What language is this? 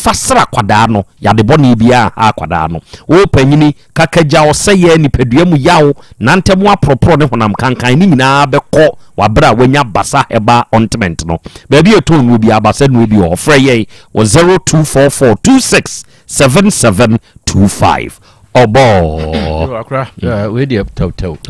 Akan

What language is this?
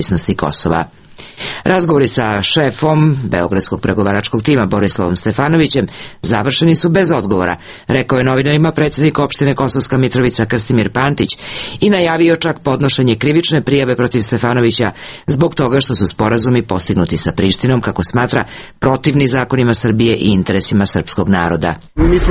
Serbian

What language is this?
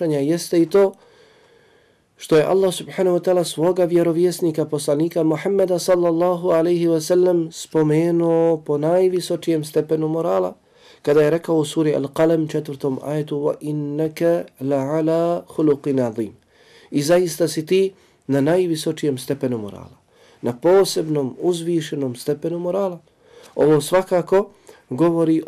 Bosnian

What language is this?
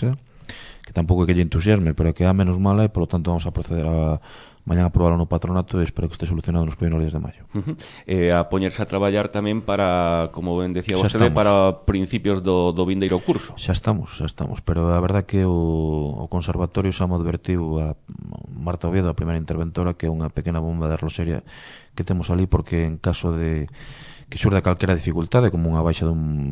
Galician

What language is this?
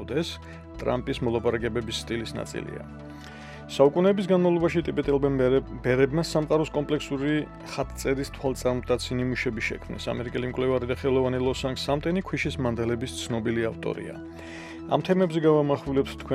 Georgian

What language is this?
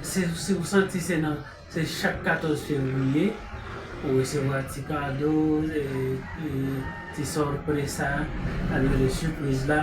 Haitian Creole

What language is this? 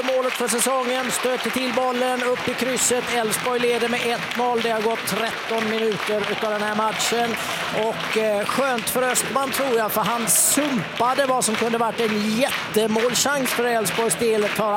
Swedish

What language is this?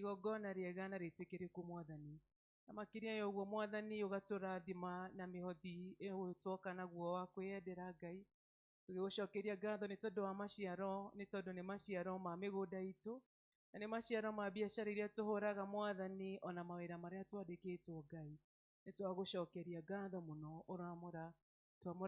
Kikuyu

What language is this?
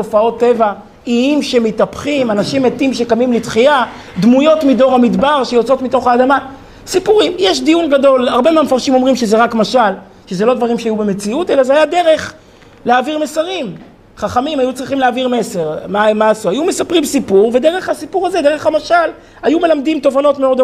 Hebrew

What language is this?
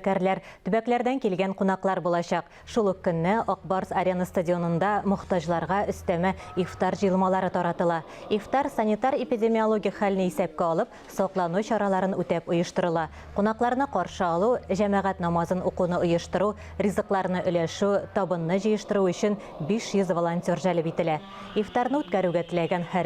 Tatar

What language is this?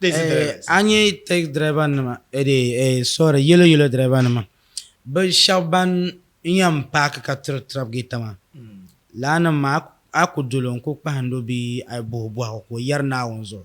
Dagbani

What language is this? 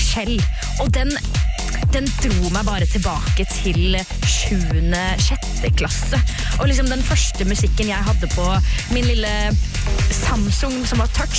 Norwegian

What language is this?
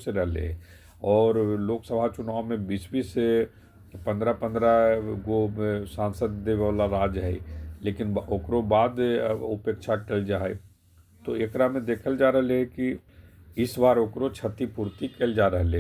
Magahi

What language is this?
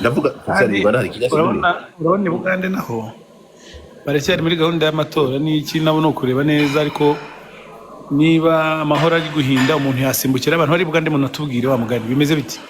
Kinyarwanda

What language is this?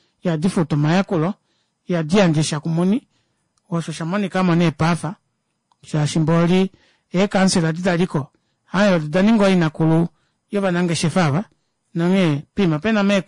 Kuanyama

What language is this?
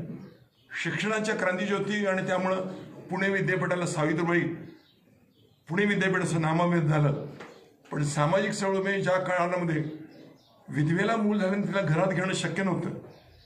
Marathi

